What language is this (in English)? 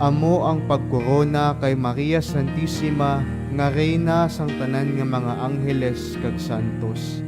Hiligaynon